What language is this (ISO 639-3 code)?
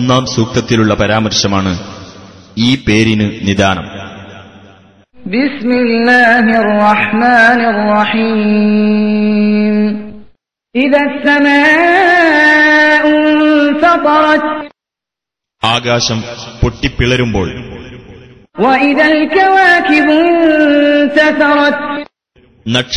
mal